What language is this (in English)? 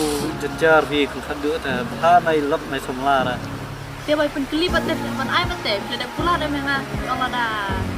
Khasi